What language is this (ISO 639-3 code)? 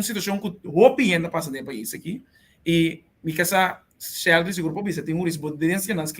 pap